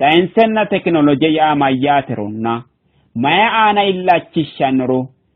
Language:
Sidamo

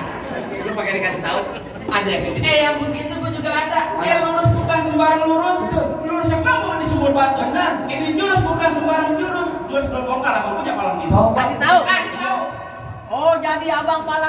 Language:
Betawi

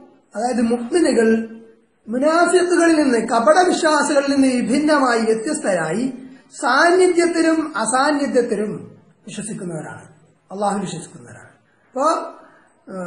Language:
Malayalam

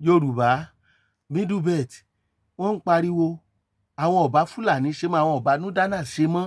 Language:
Yoruba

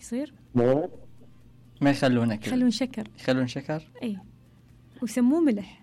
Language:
Mesopotamian Arabic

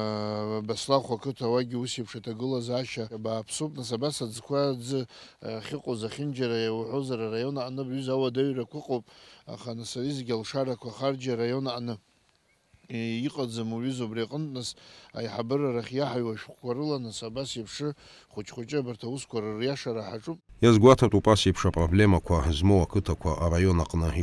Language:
Abkhazian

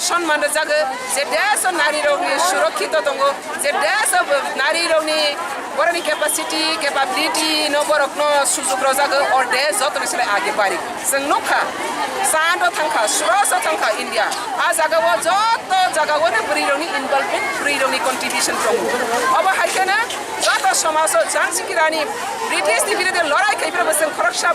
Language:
Kok Borok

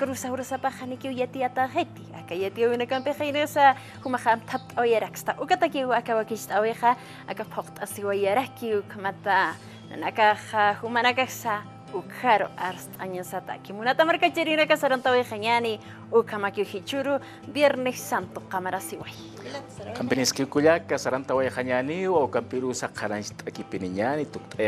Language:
Aymara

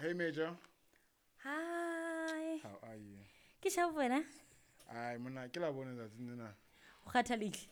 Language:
Southern Sotho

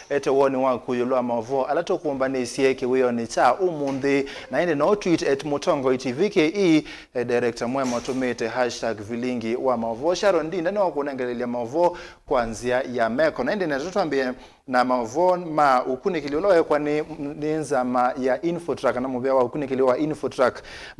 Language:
Kamba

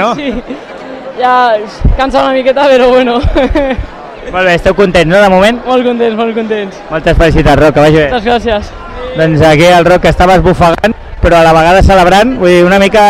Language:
Catalan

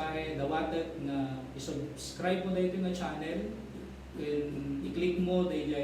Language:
Iloko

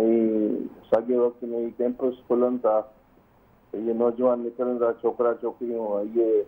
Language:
Sindhi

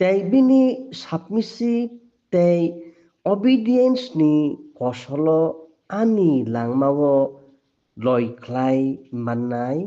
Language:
Kok Borok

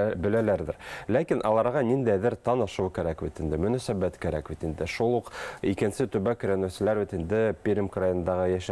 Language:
Bashkir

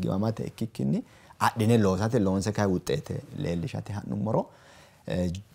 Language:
Sidamo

